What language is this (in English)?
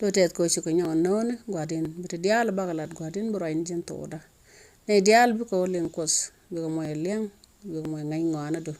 Nuer